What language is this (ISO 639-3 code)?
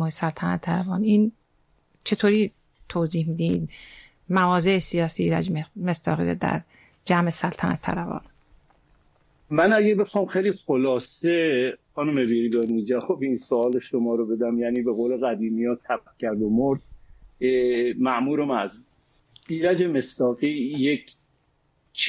fas